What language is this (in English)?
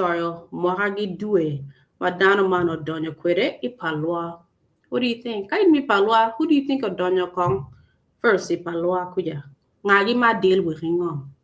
Acoli